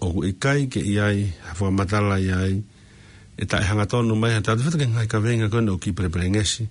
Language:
Tongan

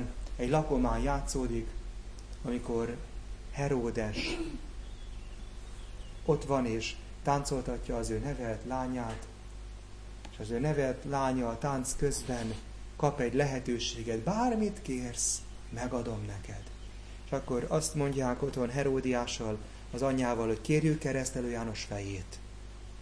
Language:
Hungarian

